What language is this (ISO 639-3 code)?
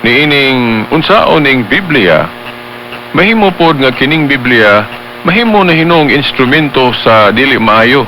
ceb